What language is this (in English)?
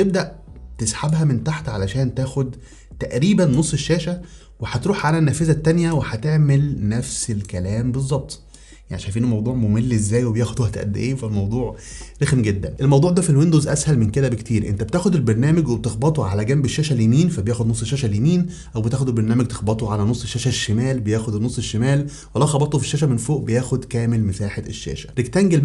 Egyptian Arabic